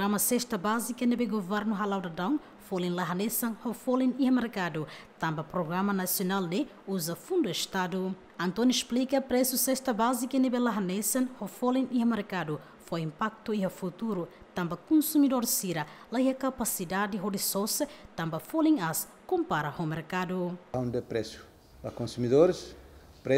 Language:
Tetum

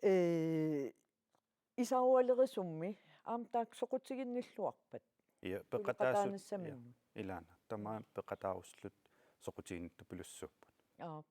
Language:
Kalaallisut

